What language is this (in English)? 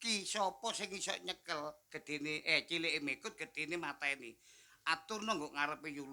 Javanese